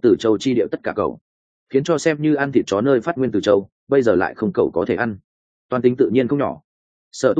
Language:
Vietnamese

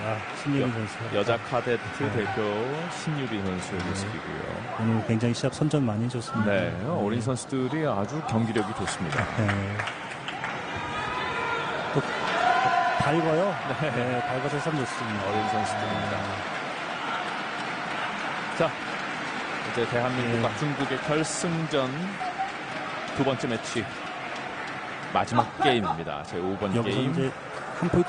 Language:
Korean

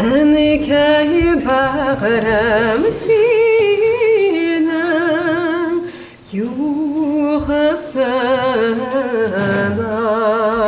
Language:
Tatar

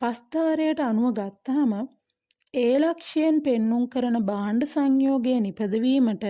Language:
Sinhala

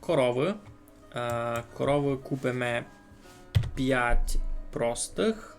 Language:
Rusyn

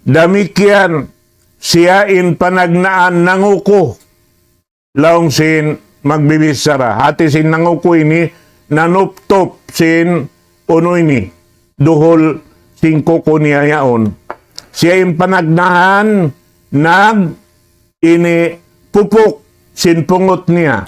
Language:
Tausug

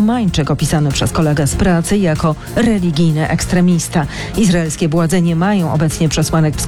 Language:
Polish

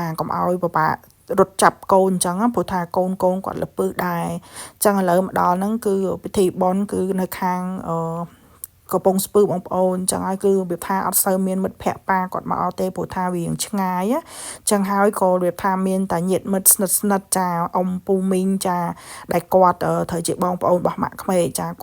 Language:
Khmer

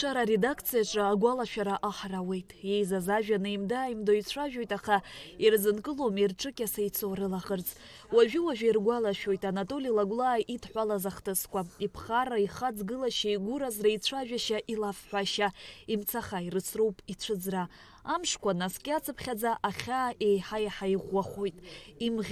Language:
Abkhazian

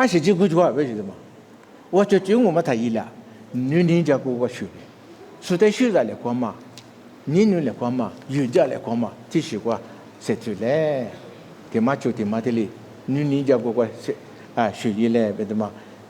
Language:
Lisu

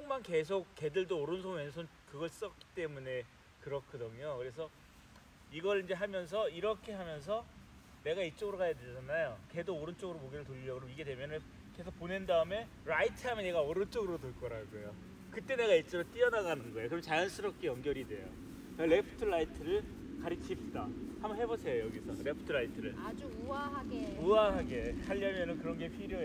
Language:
Korean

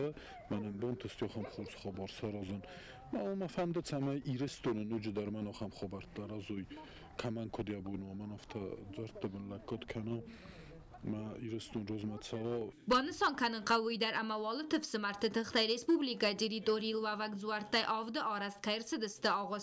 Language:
Ossetic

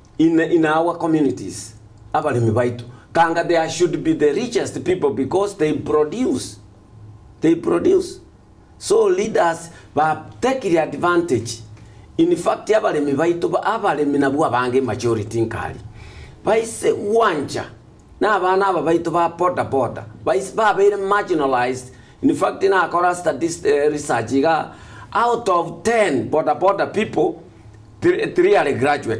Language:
Gusii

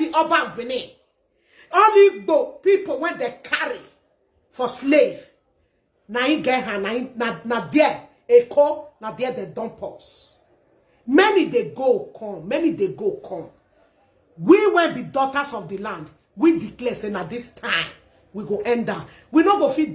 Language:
Nigerian Pidgin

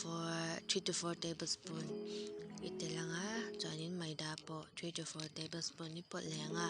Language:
Mizo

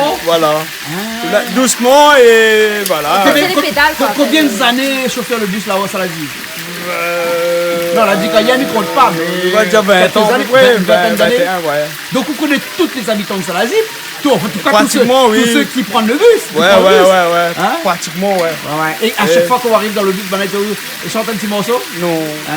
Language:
Réunion Creole French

